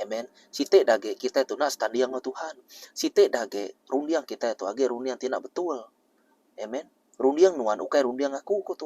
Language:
Iban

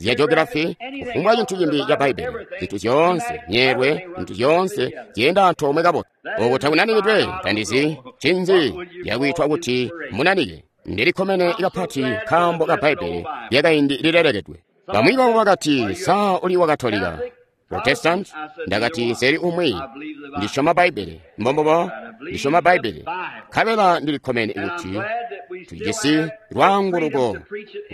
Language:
Tonga (Zambia)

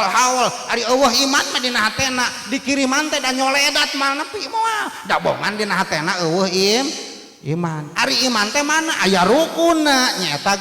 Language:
Sundanese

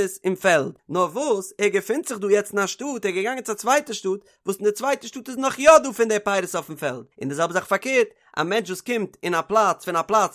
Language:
Yiddish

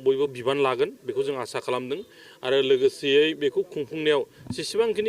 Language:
Bodo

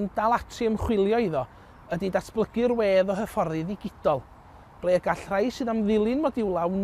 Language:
Welsh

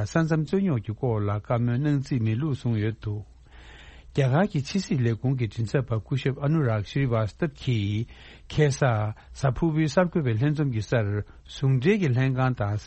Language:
Tibetan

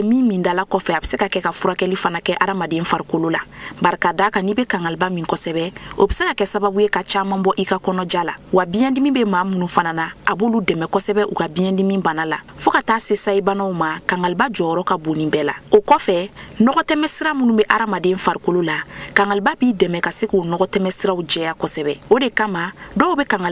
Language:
Bambara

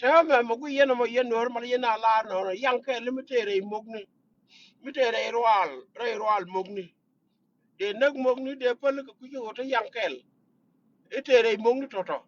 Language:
Nuer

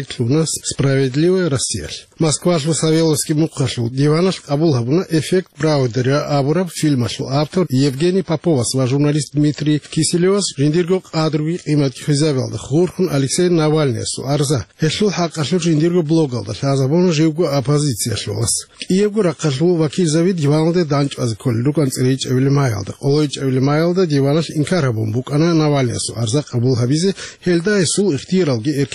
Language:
Avaric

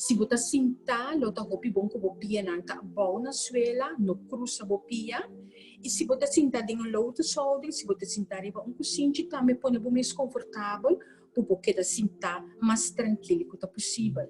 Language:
Papiamento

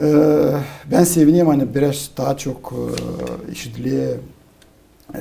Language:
Gagauz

